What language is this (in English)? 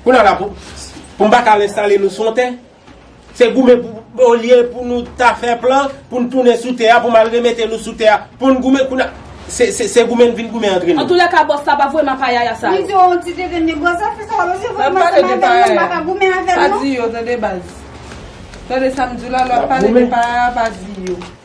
Haitian Creole